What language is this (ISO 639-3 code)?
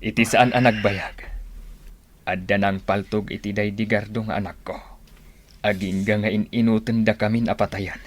ilo